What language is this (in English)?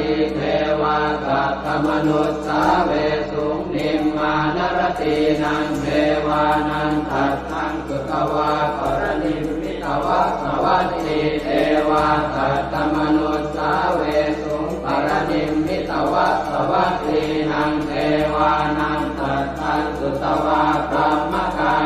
Pali